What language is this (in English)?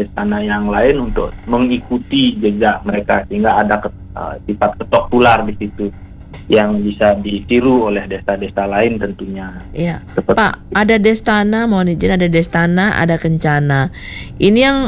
Indonesian